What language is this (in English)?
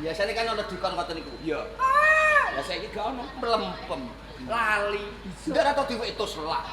Javanese